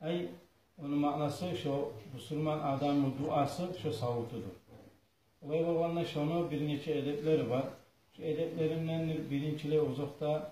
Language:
Kumyk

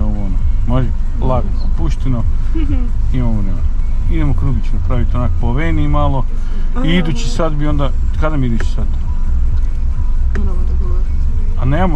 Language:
Croatian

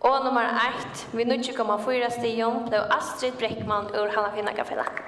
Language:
Faroese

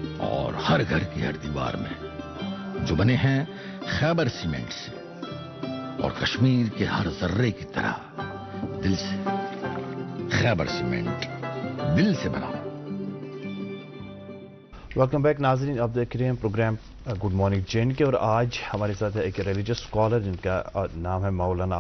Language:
Urdu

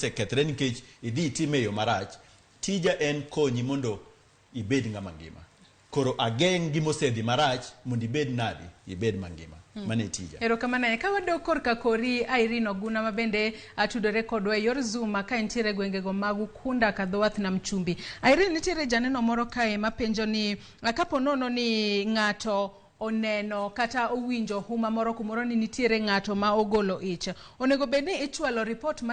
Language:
Luo (Kenya and Tanzania)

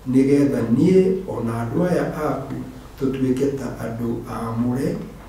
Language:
Kikuyu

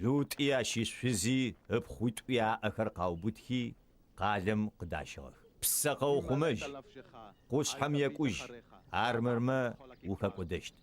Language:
Adyghe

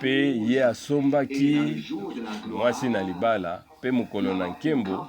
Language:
Lingala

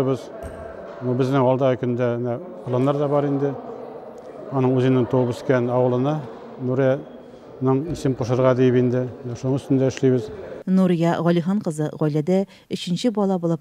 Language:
Tatar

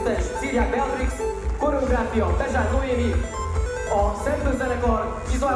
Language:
Hungarian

